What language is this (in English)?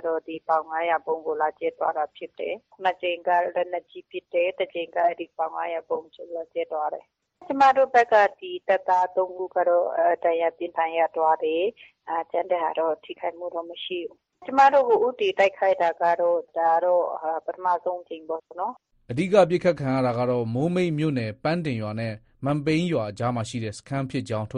Burmese